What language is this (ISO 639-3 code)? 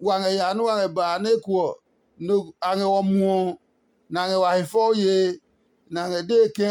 ada